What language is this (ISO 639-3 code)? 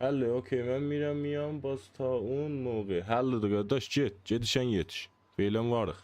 azb